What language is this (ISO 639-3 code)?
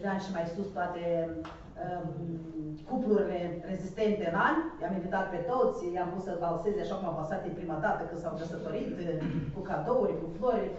ron